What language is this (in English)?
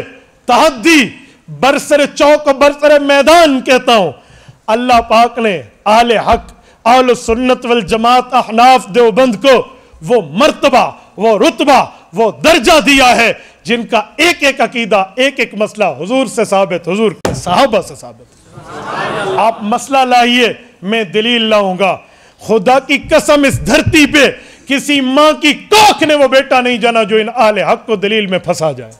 Urdu